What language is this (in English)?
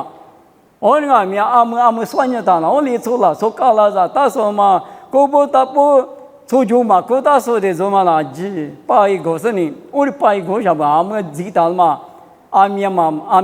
Lisu